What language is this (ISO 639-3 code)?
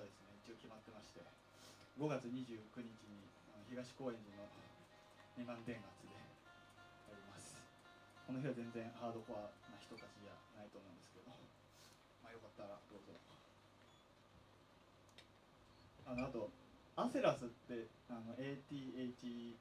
jpn